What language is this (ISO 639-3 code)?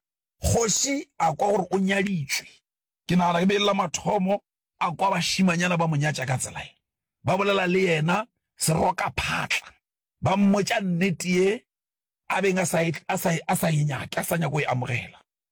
nso